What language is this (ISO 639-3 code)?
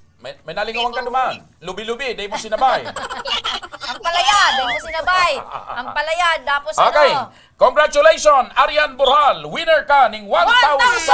bik